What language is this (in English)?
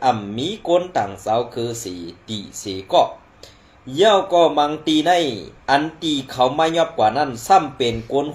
Shan